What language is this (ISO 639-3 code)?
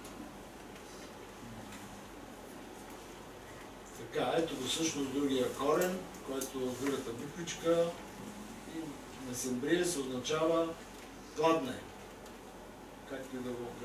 bul